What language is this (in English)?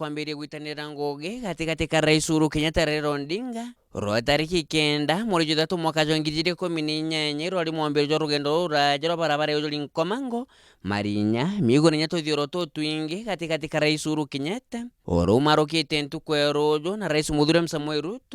Meru